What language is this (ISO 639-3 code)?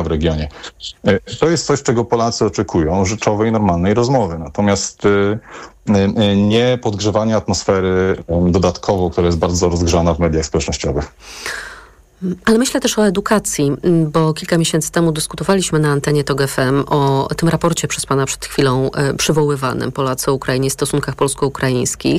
pol